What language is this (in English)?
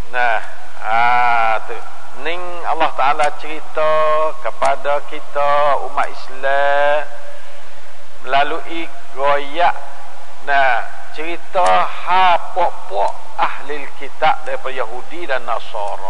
Malay